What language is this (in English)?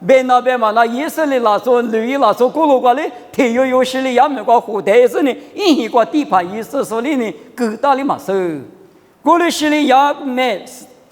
Lisu